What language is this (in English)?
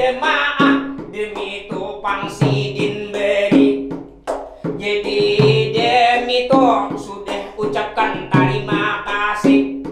Banjar